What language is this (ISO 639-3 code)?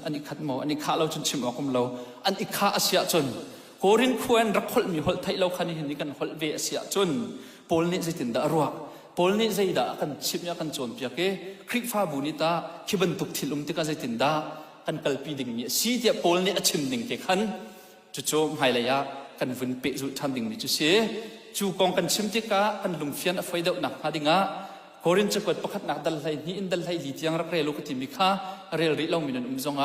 cnh